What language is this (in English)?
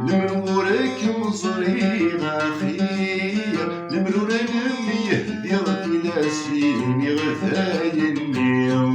Kabyle